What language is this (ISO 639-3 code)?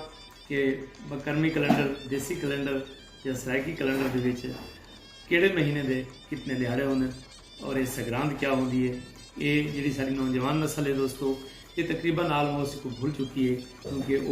skr